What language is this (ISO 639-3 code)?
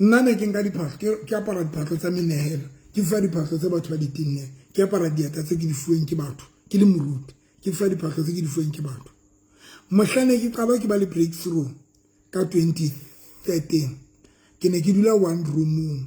sot